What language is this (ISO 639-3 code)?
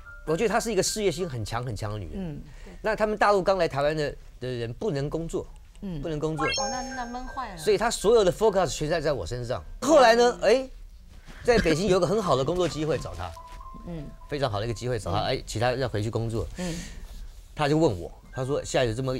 zho